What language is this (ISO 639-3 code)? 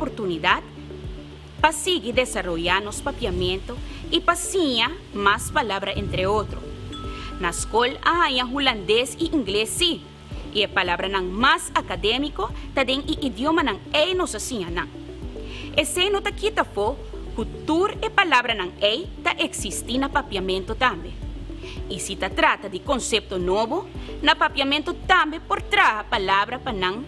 pap